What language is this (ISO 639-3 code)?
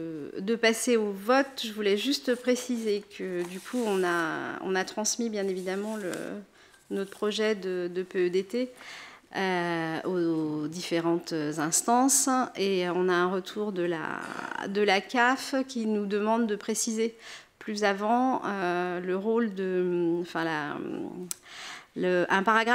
fra